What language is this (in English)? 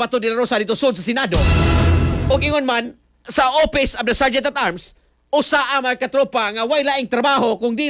Cebuano